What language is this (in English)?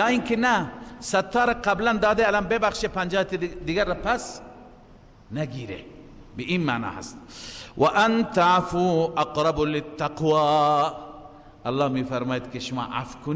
Persian